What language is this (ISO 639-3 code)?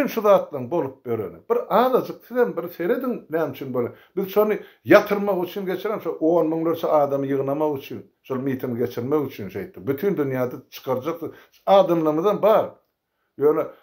tuk